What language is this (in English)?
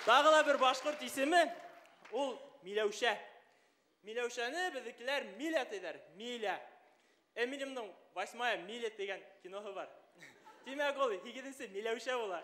Bashkir